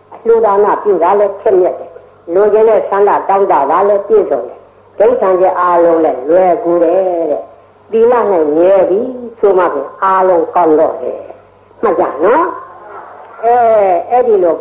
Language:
Burmese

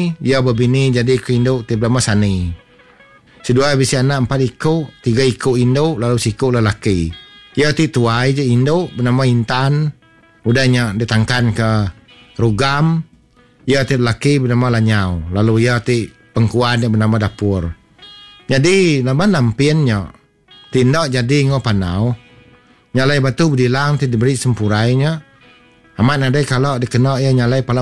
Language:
Iban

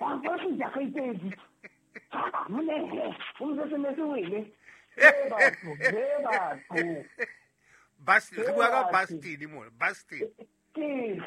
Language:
Southern Sotho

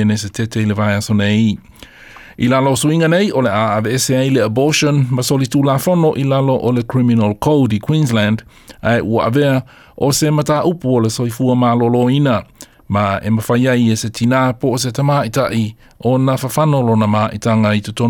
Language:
Samoan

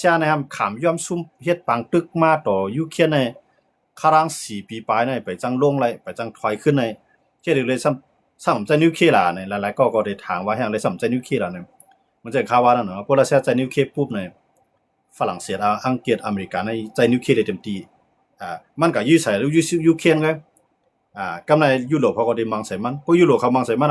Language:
Shan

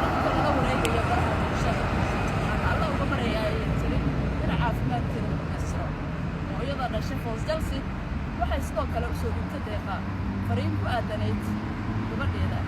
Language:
Somali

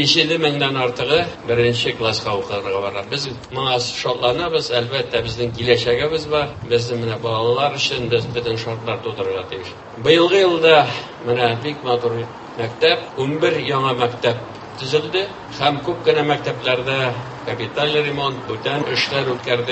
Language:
Tatar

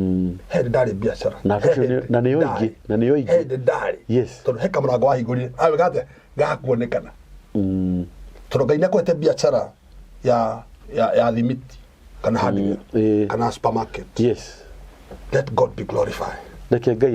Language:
Kikuyu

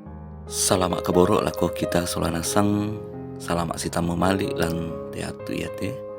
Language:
Toraja-Sa'dan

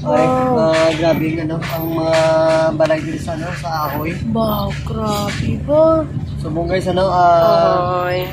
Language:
Hiligaynon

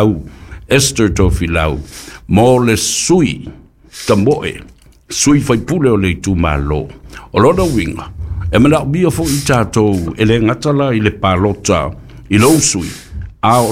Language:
Samoan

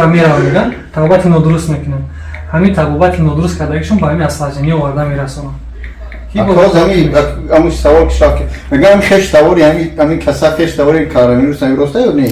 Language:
Tajik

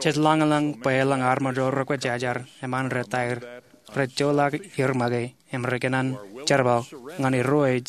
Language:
Marshallese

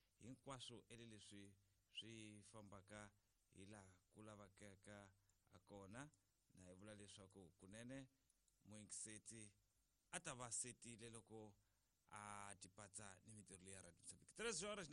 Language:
Tsonga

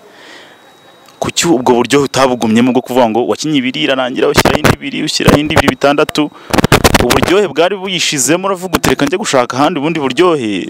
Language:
Kinyarwanda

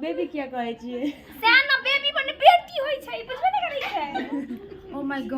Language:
Maithili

